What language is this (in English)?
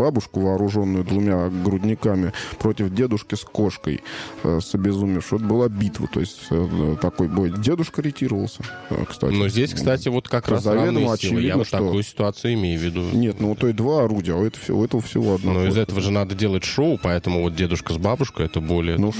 Russian